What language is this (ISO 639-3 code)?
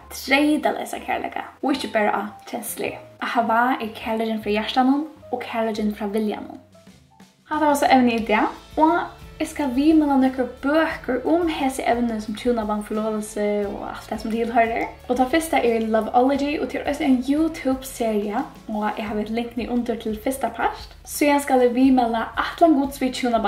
fao